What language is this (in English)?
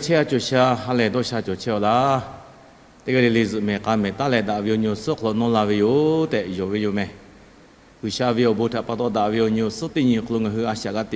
Lahu